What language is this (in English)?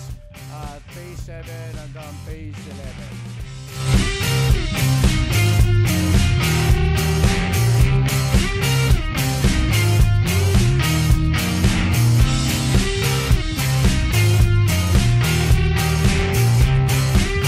Filipino